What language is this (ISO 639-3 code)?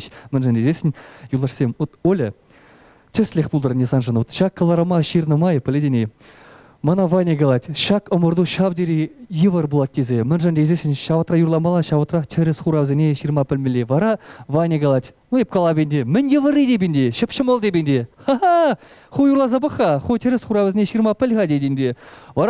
chv